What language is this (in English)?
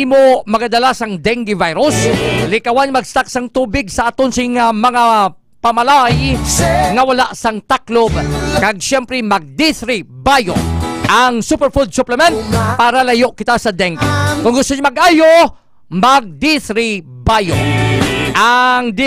Hiligaynon